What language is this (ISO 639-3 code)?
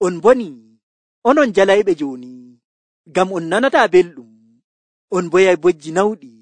fuv